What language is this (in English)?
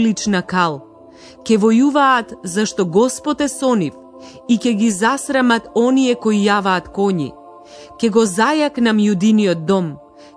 Macedonian